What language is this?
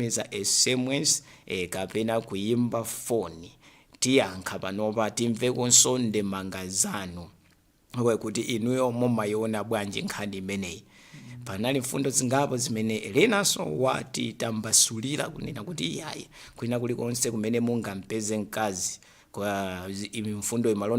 Nyanja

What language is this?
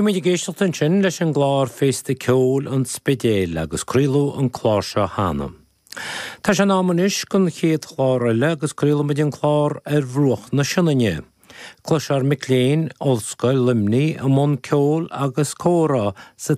Irish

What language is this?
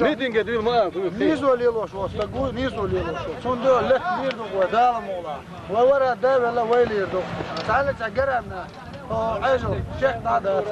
Chechen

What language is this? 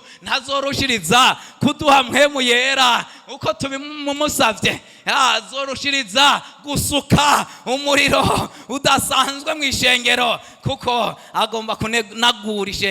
Rundi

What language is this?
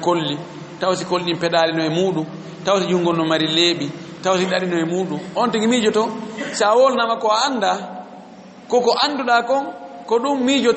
Fula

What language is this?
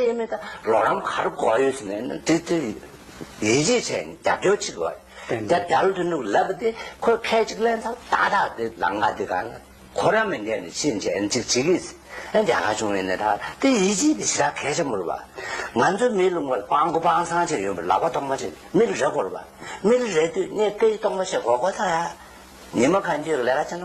Tibetan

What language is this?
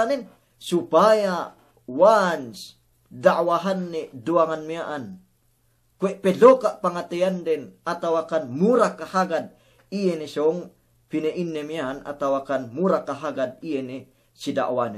Yakan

